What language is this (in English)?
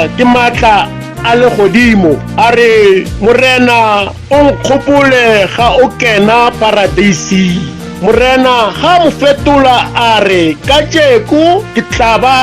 Tswana